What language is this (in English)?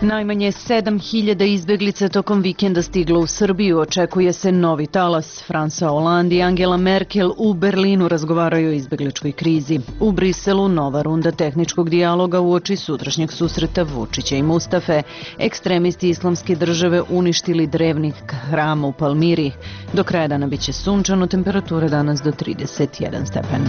Serbian